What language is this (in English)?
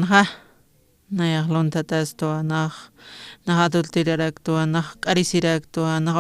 Aymara